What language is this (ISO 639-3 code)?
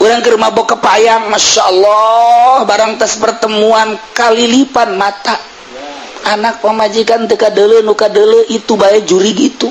sun